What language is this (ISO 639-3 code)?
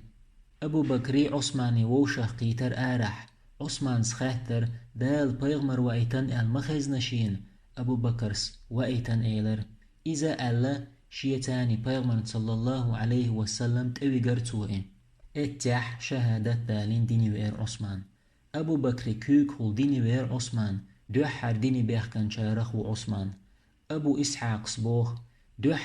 che